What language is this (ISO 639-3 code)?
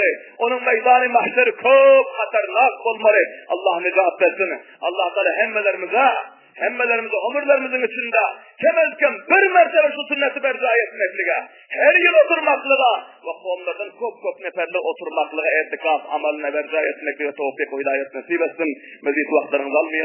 tuk